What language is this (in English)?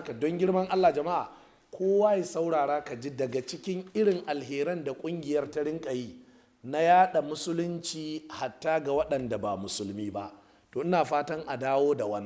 Hausa